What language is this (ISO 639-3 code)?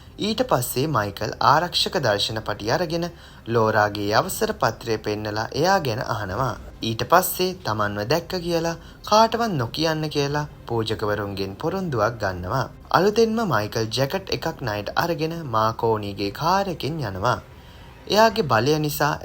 sin